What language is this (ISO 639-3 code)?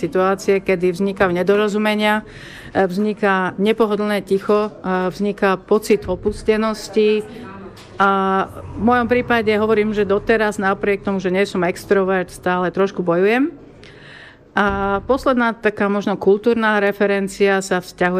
slk